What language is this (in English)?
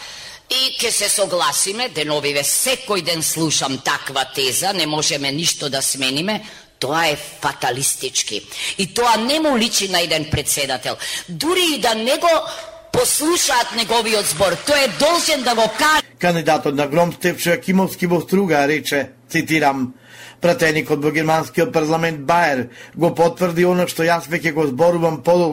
Macedonian